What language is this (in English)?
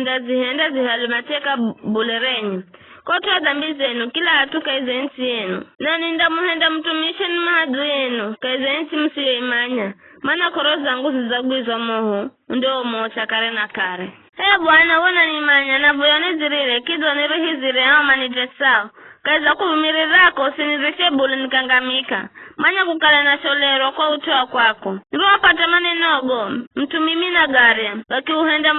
Giryama